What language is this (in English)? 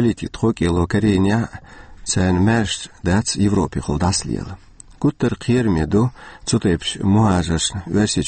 Chechen